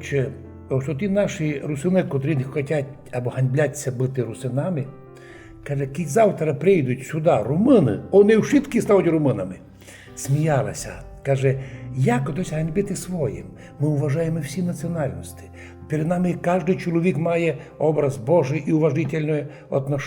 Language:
Rusyn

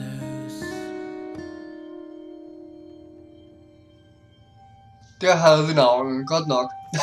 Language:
Danish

